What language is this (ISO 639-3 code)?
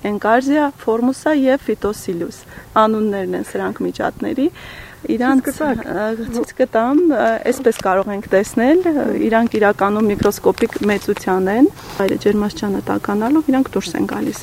hye